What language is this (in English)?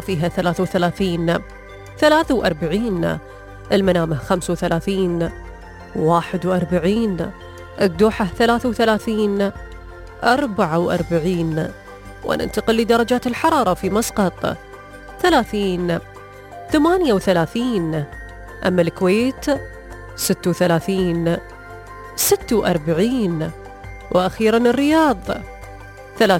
Arabic